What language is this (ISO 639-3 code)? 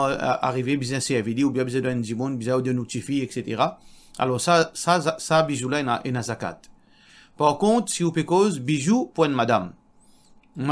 mfe